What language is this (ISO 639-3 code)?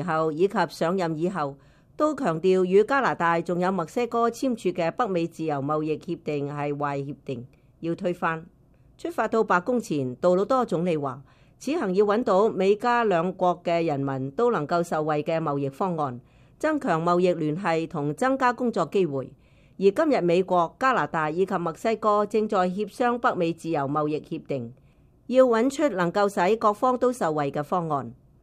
yue